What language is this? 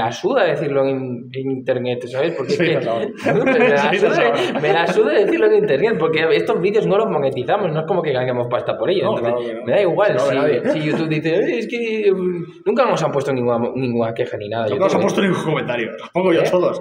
Spanish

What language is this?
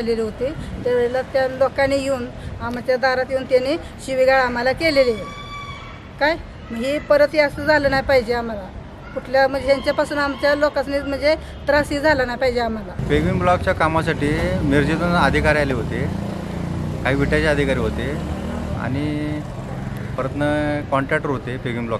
Marathi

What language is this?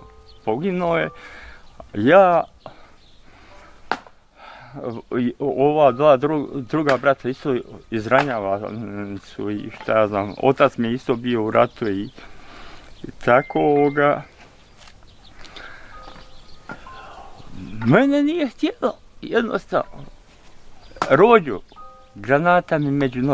Bosnian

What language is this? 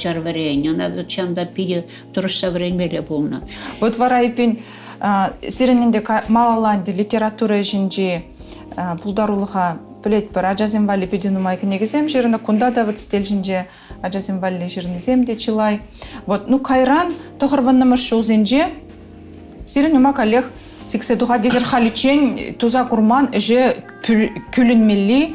Chuvash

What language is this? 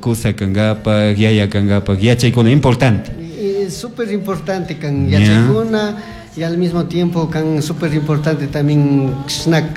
Chimborazo Highland Quichua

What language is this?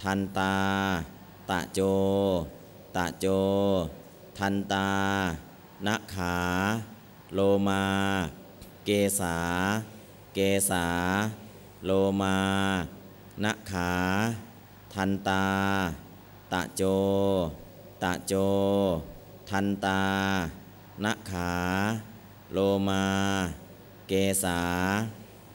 Thai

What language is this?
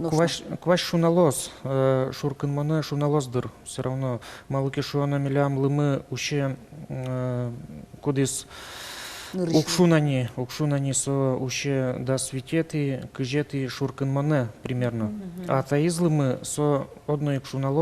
Udmurt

